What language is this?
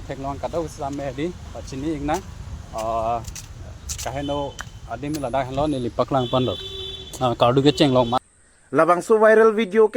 Karbi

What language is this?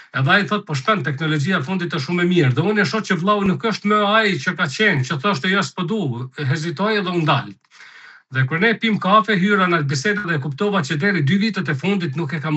Albanian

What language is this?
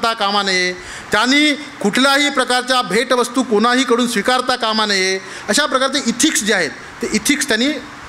Marathi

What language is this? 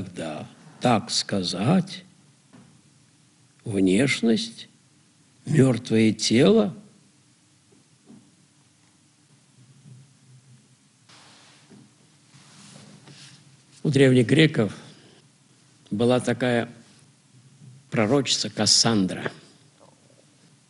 Russian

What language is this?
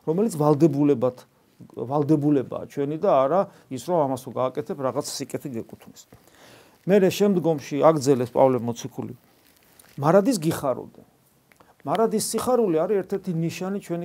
Georgian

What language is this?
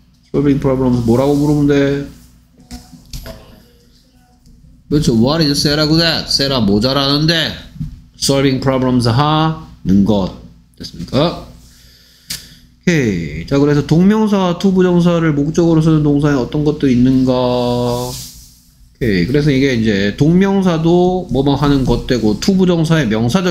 Korean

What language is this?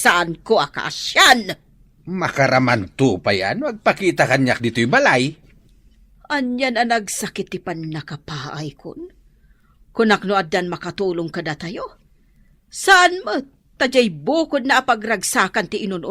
Iloko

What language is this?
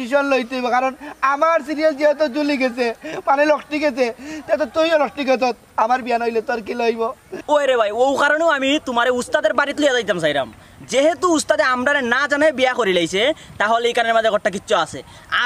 Sylheti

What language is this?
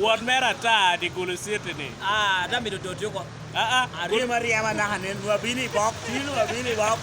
Acoli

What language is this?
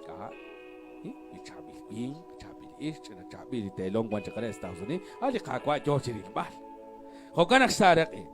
Kekchí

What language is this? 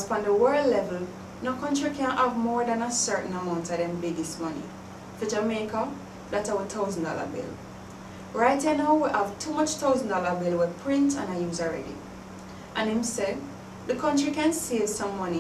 Jamaican Creole English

